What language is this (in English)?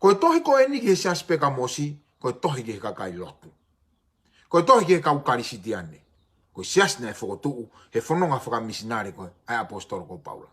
Tongan